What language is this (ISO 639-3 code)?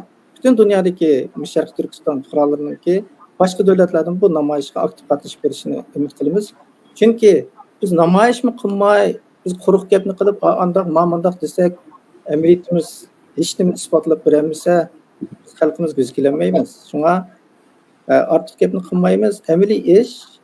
uig